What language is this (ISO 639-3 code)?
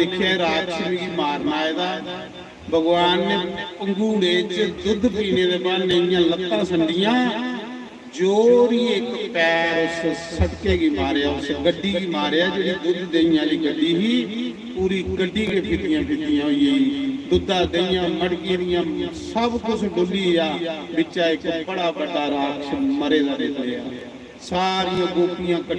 doi